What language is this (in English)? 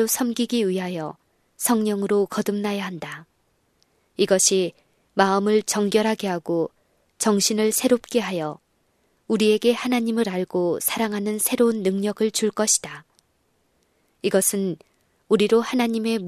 Korean